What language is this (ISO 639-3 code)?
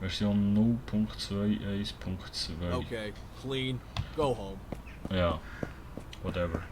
gsw